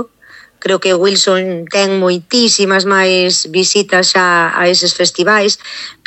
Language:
Galician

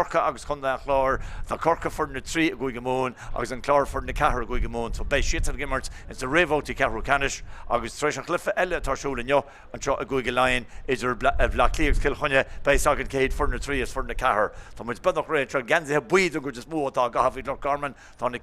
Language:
Irish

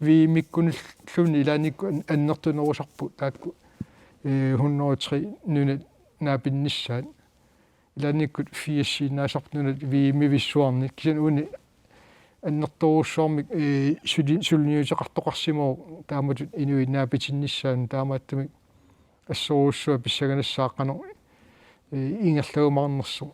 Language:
Kalaallisut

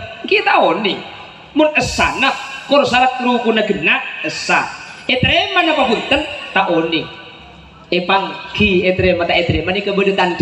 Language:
Madurese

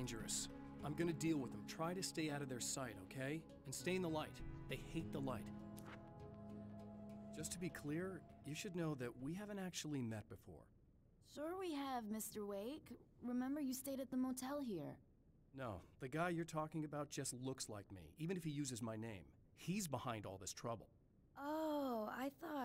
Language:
English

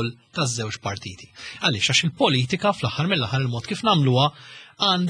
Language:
Maltese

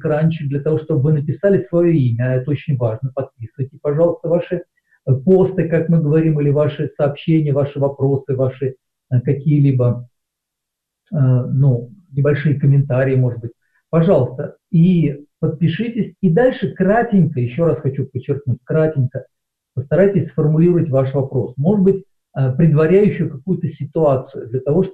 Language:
Russian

